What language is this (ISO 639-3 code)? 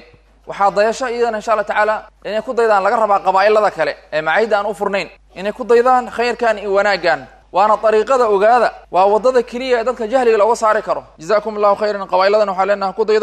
som